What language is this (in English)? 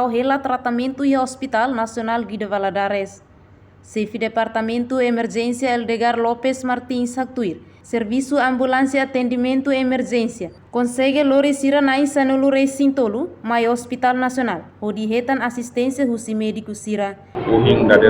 Tetum